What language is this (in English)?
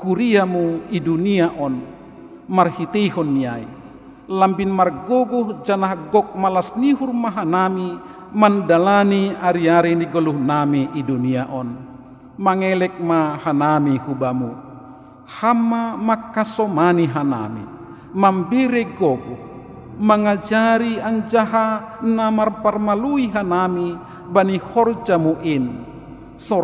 Batak Simalungun